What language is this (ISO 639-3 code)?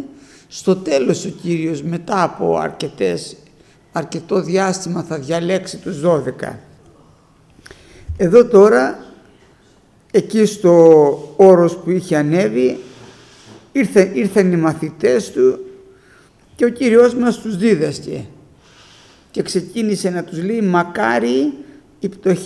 ell